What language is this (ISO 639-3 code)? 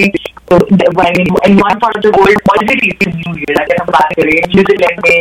pan